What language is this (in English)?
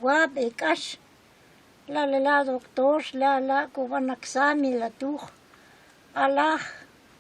Kʼicheʼ